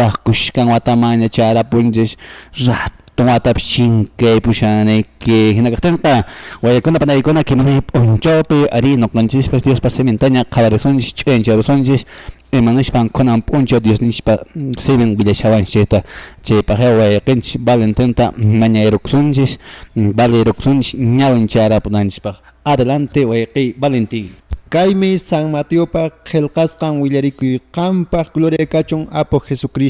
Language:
Quechua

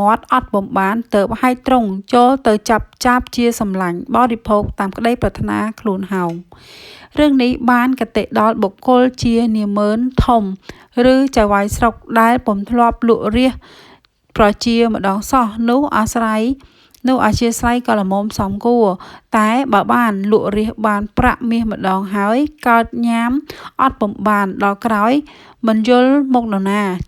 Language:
Khmer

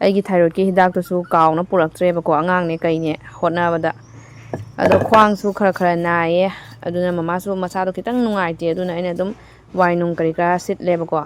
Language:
Manipuri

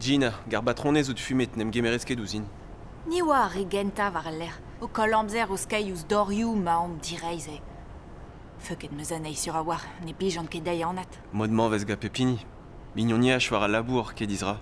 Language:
Breton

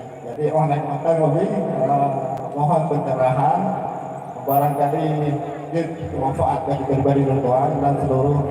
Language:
Achinese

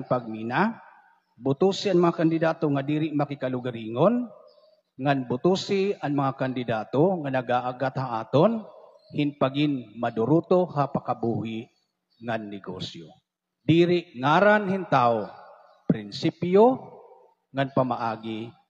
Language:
Waray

